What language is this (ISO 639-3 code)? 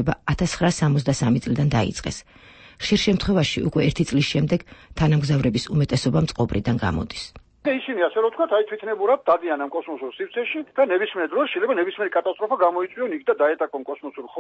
kat